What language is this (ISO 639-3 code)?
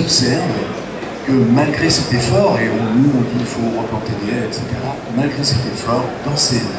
fra